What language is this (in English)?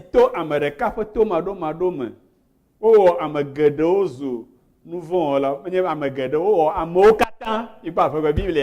Ewe